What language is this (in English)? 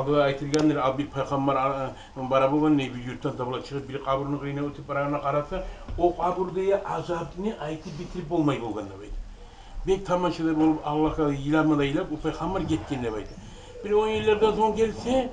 Kumyk